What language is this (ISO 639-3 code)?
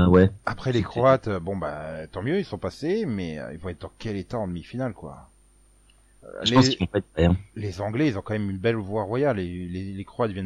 fra